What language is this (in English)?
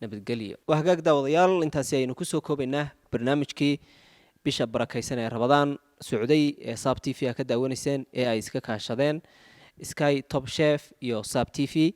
Somali